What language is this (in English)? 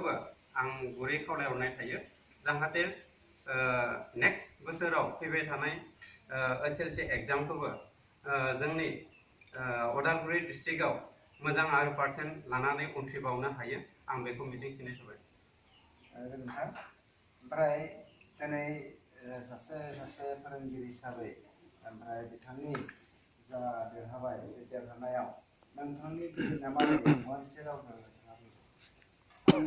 Bodo